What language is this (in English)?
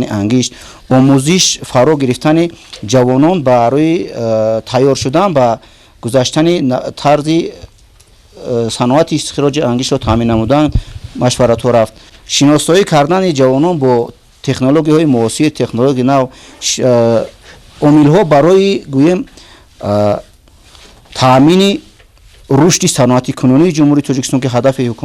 Tajik